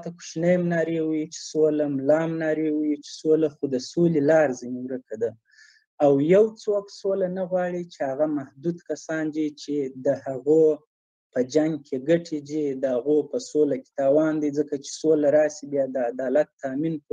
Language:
Pashto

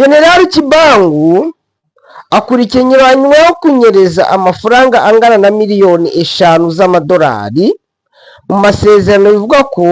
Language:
Kinyarwanda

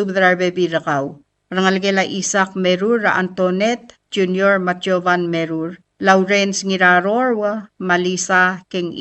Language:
Palauan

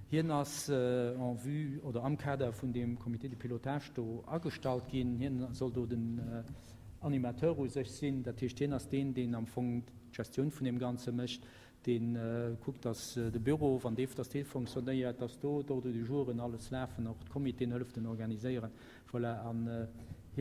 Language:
Luxembourgish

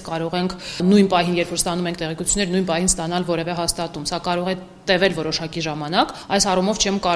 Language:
Armenian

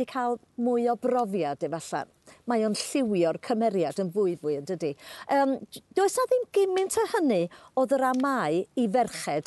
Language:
Welsh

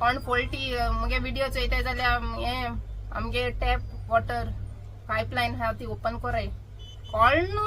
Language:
Konkani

